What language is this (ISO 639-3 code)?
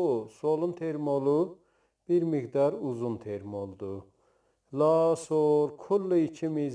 azb